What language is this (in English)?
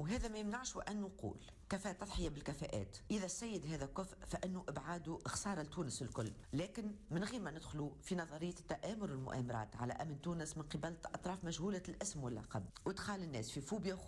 Tunisian Arabic